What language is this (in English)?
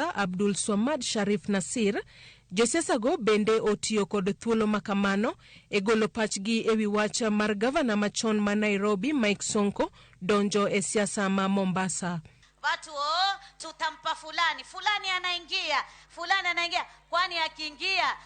Luo (Kenya and Tanzania)